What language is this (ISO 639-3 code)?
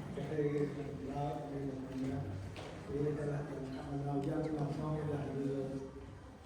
cmo